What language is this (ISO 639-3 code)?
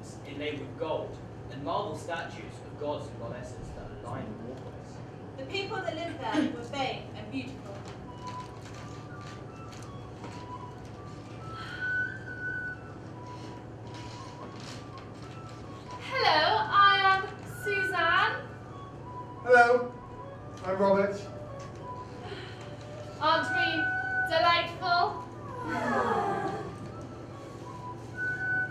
eng